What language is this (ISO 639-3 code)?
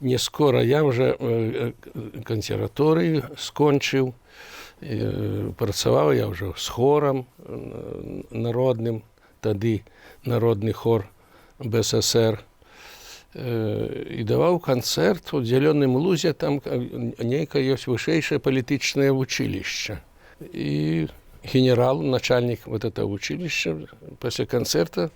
bel